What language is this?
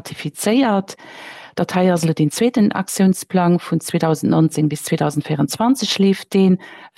Luxembourgish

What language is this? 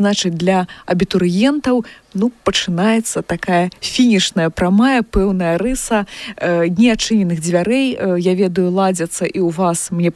Belarusian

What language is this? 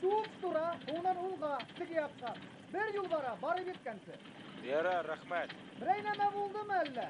Bashkir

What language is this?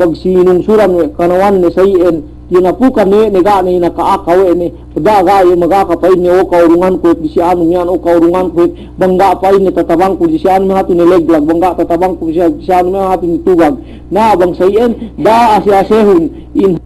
Yakan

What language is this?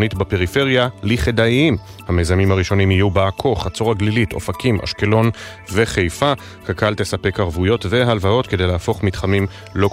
Hebrew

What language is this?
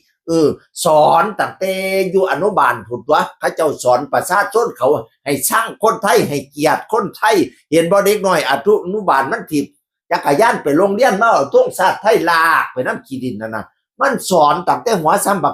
Northeastern Thai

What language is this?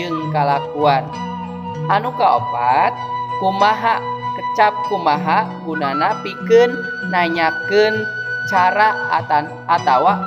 Sundanese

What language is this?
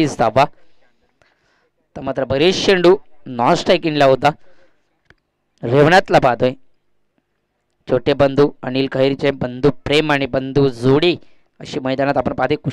Marathi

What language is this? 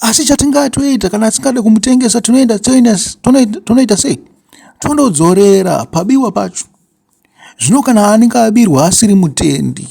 Shona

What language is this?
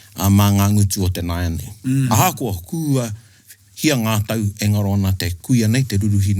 Māori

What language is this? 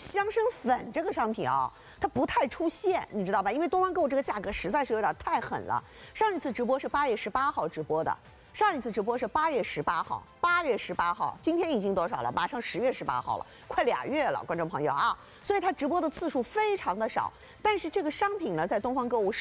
Chinese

